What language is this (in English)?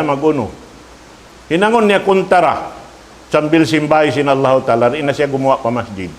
Tausug